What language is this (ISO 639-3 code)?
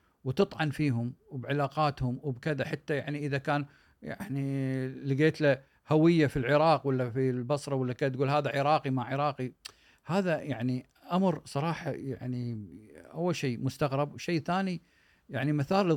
afb